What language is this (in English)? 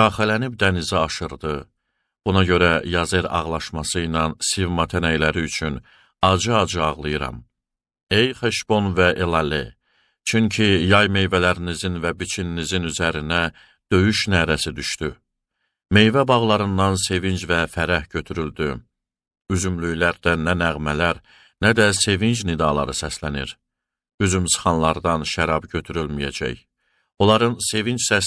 Azerbaijani